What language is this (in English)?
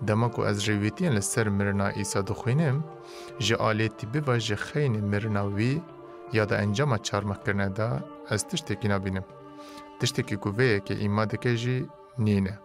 Kurdish